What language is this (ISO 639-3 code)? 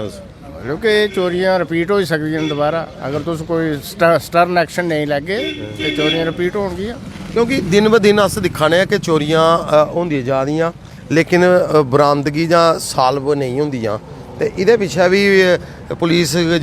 doi